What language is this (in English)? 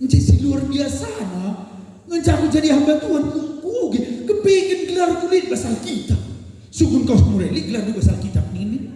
Batak Karo